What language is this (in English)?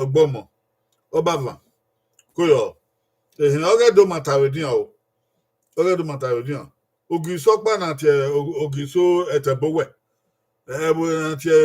Bini